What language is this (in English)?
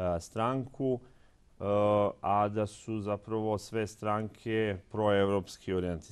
Serbian